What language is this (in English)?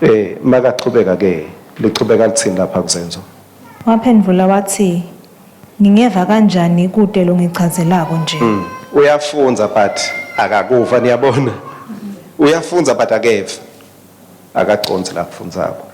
Swati